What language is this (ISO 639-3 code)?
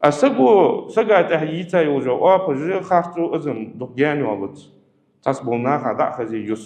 inh